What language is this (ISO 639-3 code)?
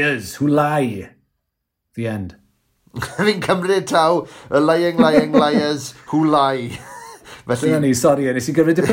cym